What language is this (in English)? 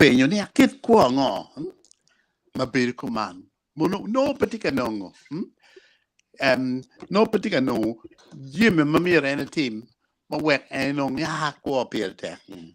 Acoli